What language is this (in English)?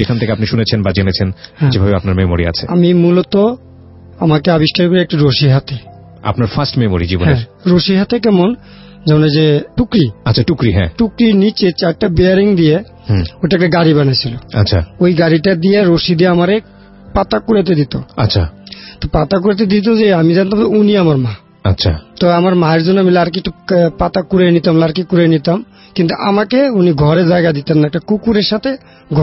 Bangla